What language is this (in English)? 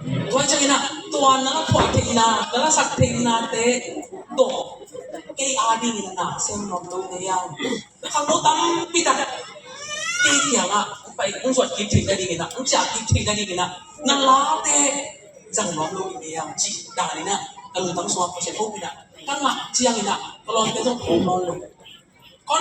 Tedim Chin